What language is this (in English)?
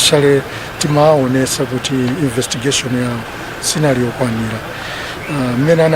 Nyanja